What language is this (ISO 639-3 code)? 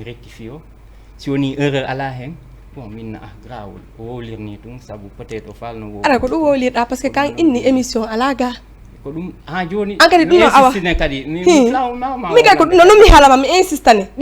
ful